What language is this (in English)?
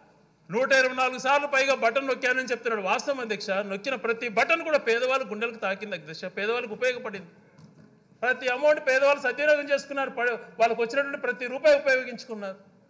Telugu